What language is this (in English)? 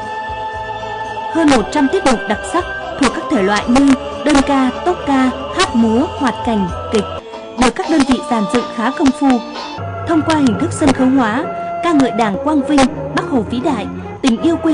Vietnamese